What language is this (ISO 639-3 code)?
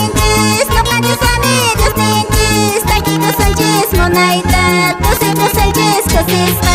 que